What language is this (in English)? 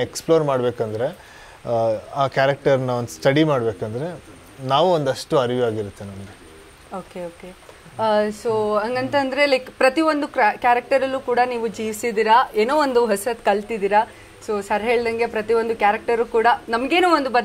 Kannada